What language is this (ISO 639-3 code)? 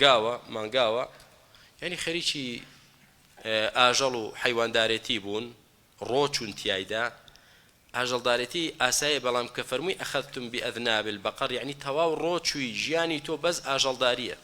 ckb